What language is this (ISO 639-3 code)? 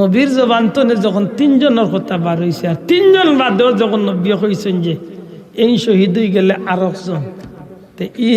syl